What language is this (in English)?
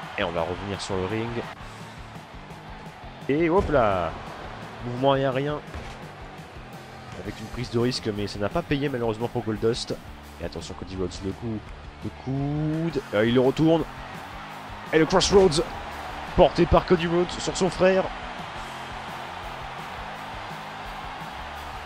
French